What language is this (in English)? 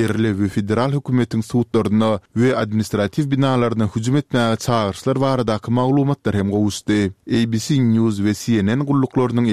Kyrgyz